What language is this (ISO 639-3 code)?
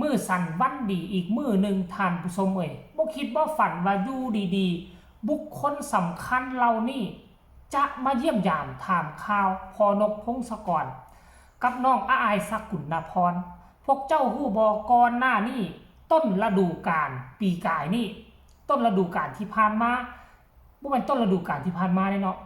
tts